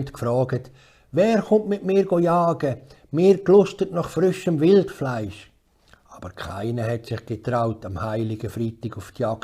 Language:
Swiss German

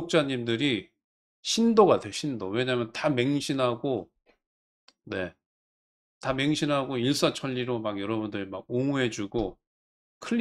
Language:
Korean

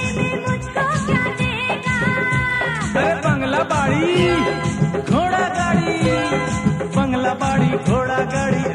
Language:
Hindi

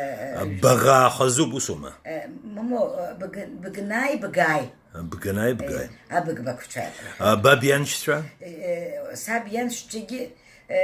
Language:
Abkhazian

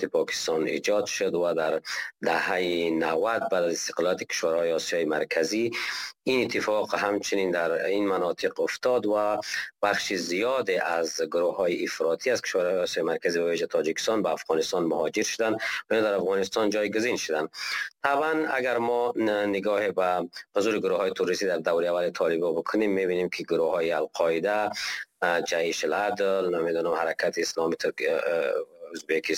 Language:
Persian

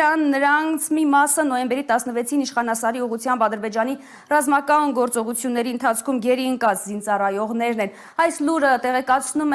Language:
Armenian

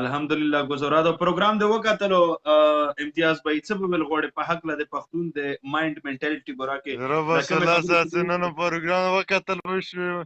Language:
Pashto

